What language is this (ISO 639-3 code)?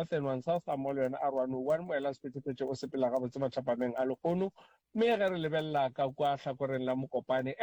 nso